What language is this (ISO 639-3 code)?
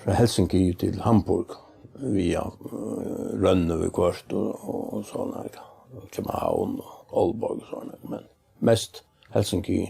fao